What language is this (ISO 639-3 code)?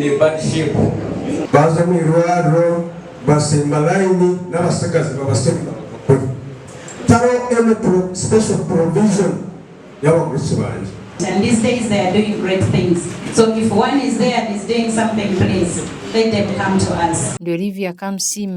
nyn